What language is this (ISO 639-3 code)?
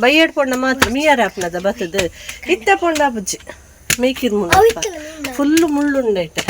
tcy